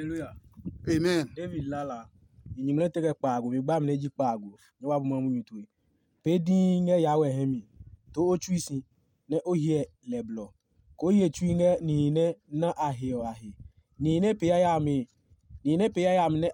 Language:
Adangme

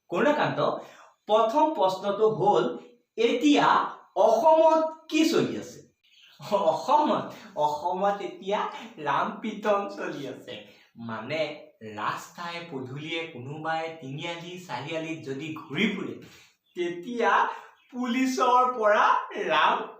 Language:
Assamese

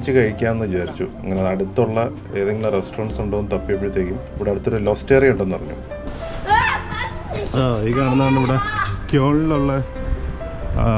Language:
Malayalam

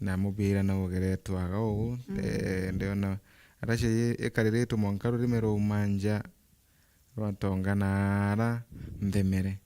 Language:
Meru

